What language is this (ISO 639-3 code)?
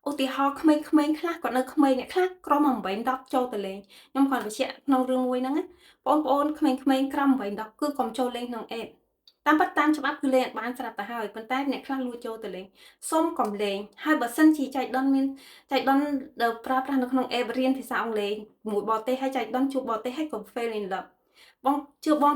khm